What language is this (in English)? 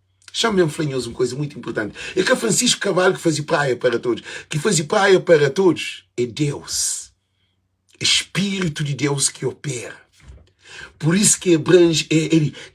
Kabuverdianu